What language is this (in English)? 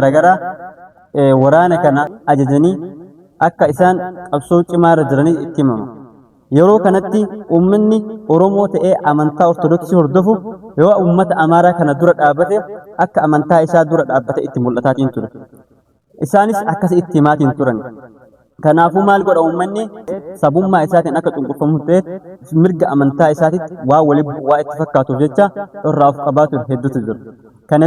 Oromo